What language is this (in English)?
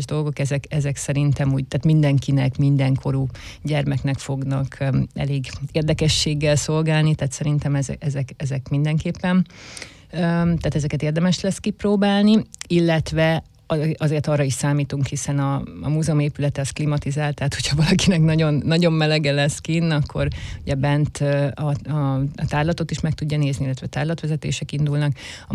Hungarian